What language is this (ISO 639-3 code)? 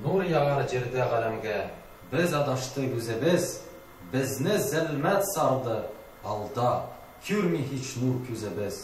tat